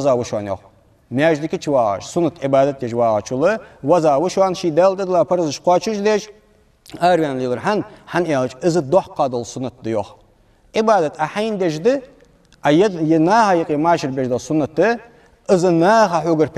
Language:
Ingush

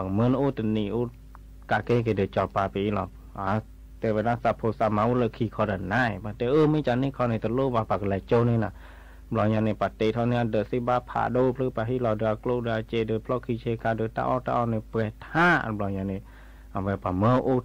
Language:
S'gaw Karen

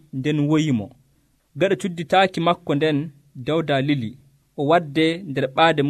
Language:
Nigerian Fulfulde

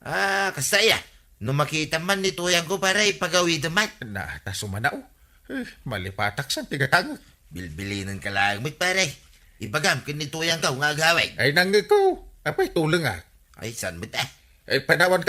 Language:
Iloko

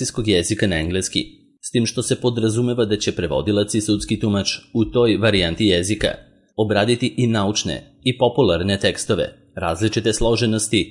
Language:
Serbian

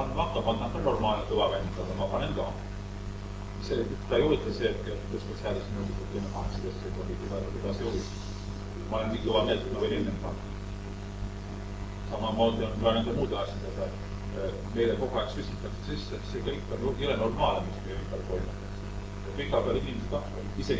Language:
Estonian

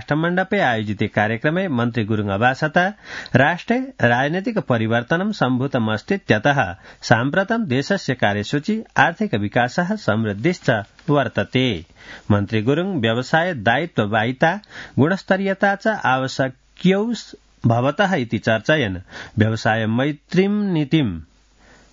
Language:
Sanskrit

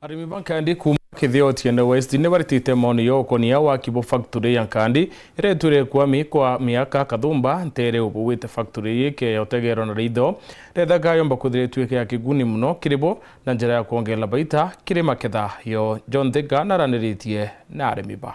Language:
Meru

